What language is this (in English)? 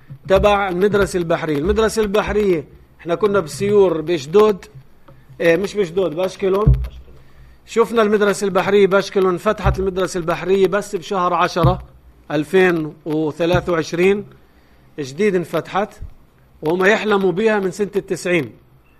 North Levantine Arabic